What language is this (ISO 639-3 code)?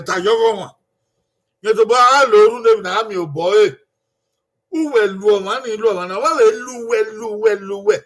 bin